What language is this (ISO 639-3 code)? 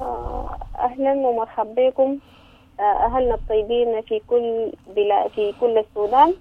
apd